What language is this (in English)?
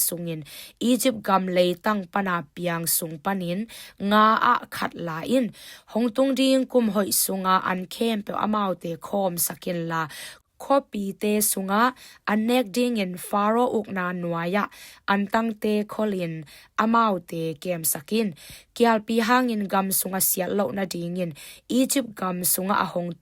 Tedim Chin